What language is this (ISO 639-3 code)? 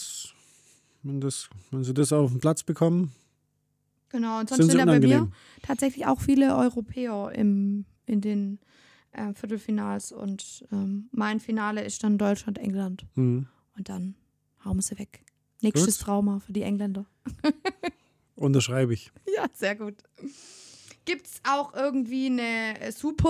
deu